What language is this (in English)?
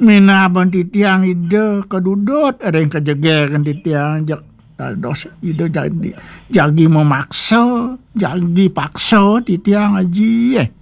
Balinese